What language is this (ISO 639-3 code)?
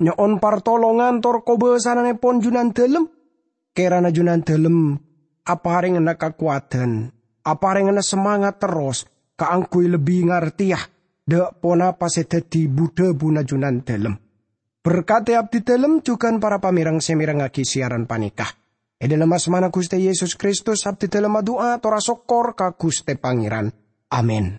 mad